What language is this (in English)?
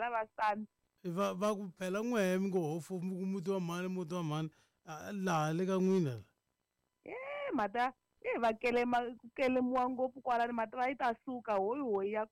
Tsonga